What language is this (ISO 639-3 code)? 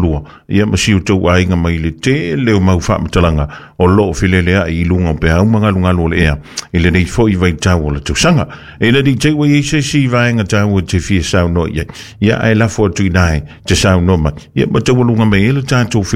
smo